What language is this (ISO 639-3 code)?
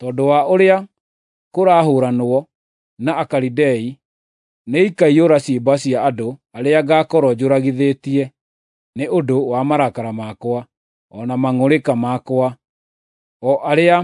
kik